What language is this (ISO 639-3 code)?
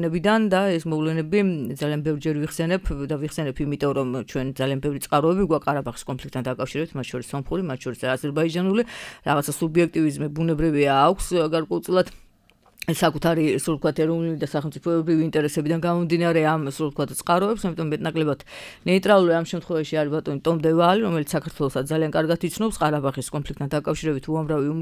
kat